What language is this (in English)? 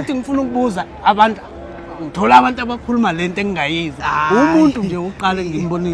Zulu